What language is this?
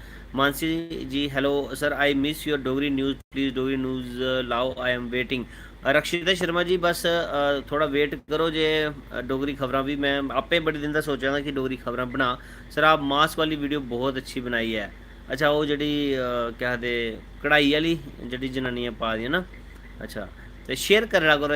Dogri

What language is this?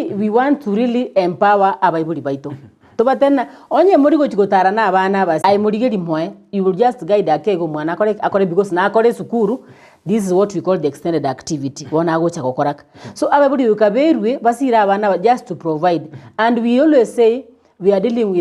Gusii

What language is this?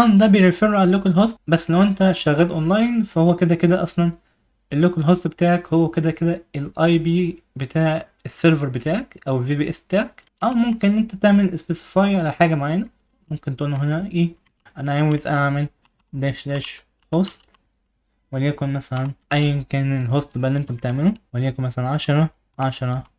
Egyptian Arabic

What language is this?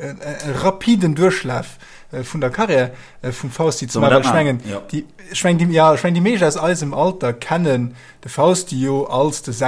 Luxembourgish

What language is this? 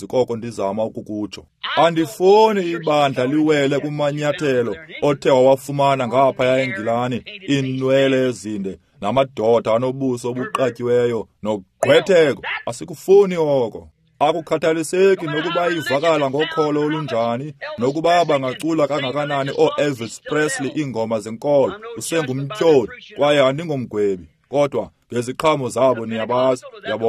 Xhosa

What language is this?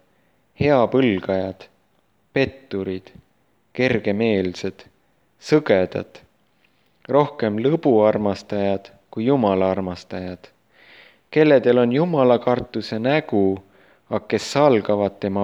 Estonian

